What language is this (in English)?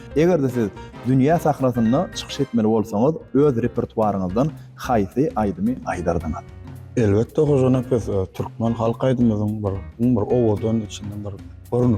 Turkmen